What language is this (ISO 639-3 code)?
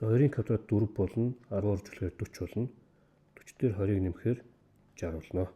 mon